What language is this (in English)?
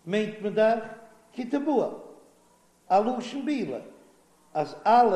Yiddish